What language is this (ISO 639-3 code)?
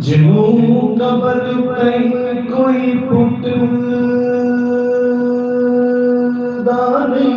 skr